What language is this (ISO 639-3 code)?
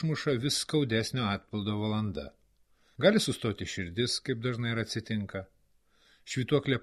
lit